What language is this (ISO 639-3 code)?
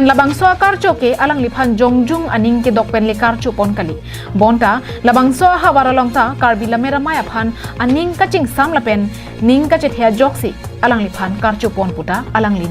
mjw